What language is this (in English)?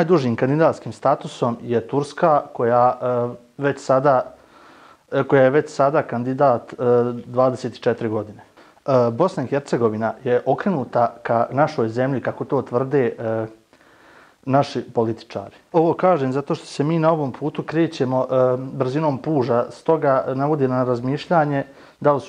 Bosnian